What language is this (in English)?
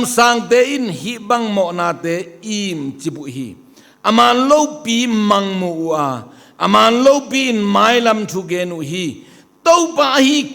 Tedim Chin